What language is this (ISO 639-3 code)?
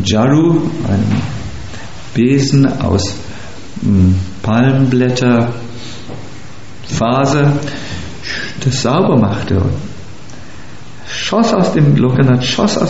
deu